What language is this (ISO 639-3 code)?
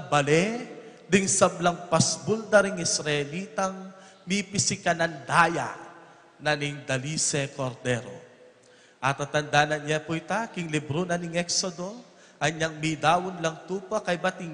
pam